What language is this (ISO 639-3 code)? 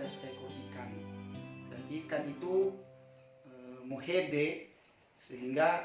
nia